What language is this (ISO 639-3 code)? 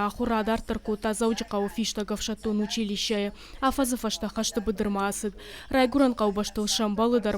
oss